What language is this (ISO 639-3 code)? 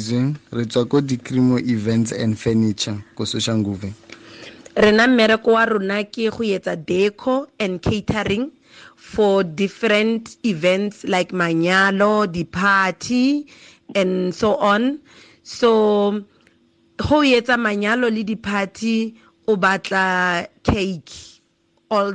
tsn